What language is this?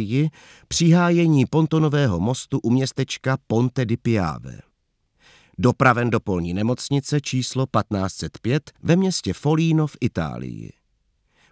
Czech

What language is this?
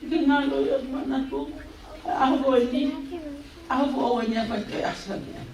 Tongan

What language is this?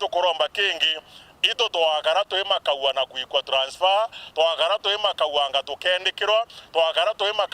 Meru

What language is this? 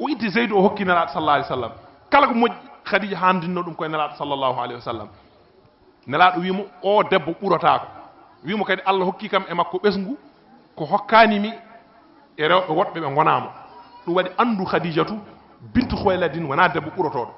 Fula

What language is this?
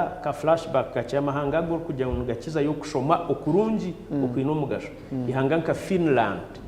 Nyankole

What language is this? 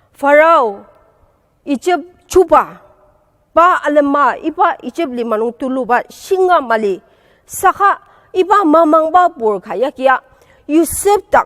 Ao Naga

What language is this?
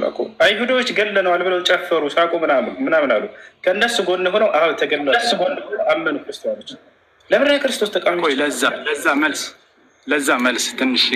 Amharic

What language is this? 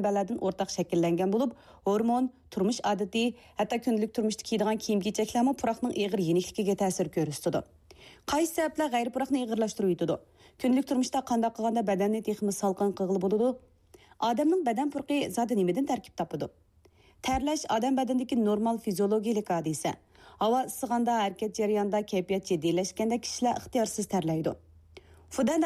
Uyghur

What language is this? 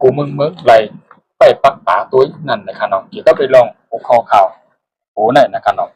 Shan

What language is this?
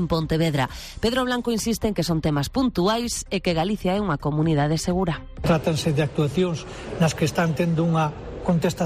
Galician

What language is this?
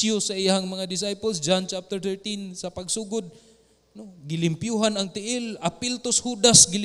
Cebuano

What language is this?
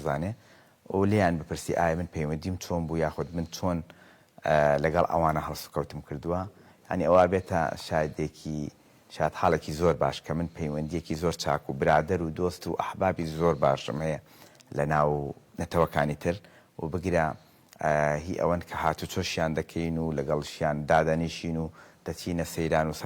Central Kurdish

